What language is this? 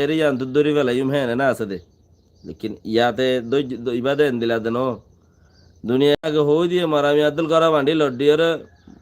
Rohingya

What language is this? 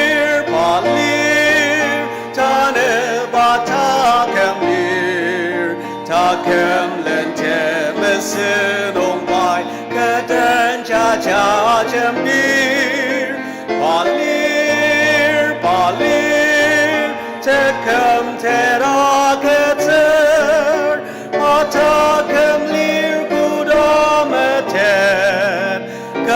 Ao Naga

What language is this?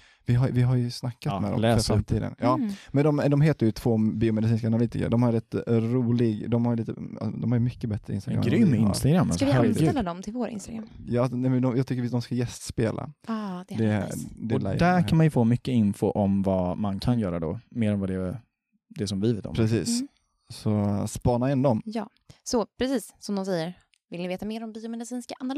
Swedish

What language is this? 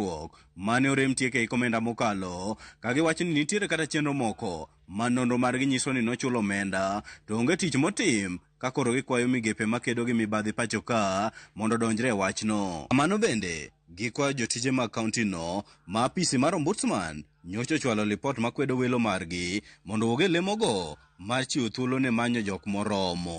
Luo (Kenya and Tanzania)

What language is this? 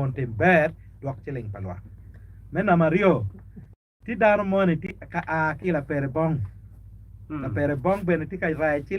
Acoli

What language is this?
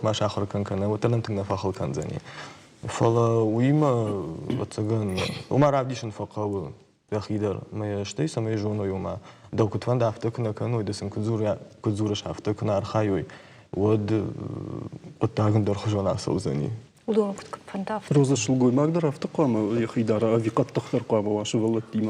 Ossetic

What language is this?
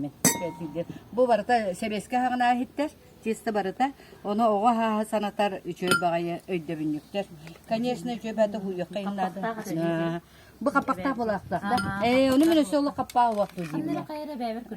Yakut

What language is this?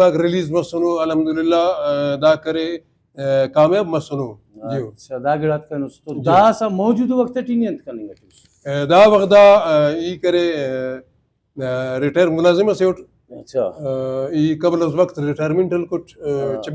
Brahui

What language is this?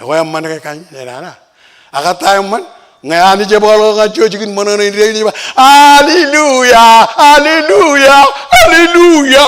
Marshallese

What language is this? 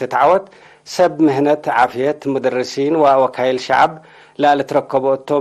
Tigre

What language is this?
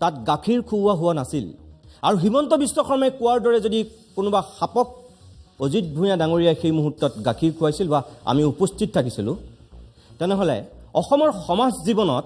Assamese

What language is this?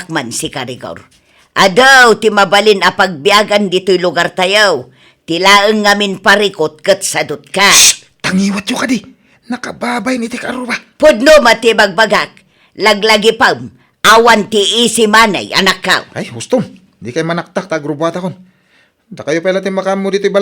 Iloko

